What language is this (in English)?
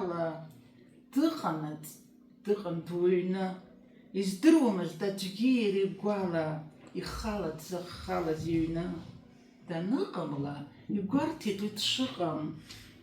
Abkhazian